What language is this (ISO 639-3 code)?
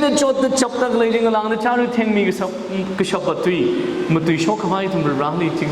nmf